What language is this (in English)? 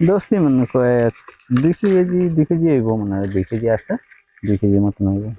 Sylheti